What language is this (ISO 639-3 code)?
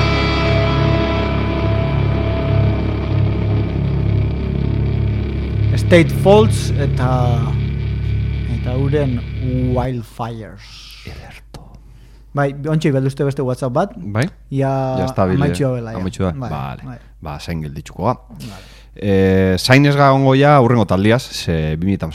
eus